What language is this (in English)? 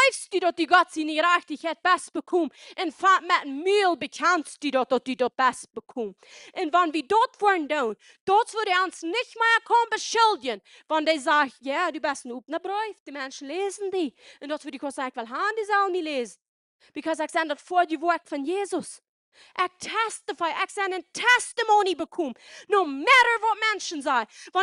Plautdietsch